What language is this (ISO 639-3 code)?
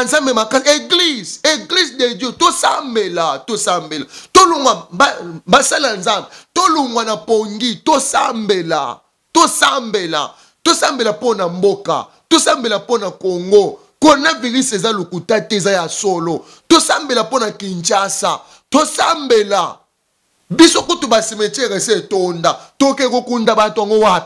lin